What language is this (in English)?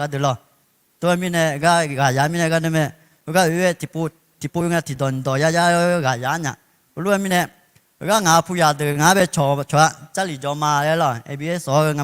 Akha